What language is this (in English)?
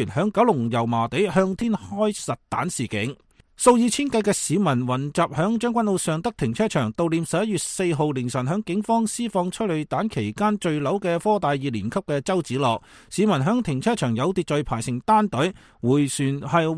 Cantonese